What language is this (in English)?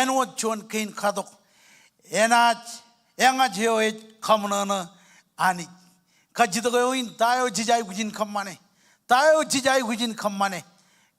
Marshallese